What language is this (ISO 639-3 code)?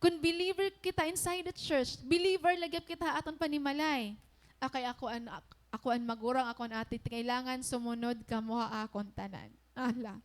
war